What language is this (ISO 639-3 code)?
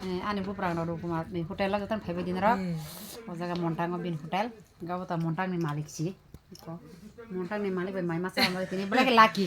trp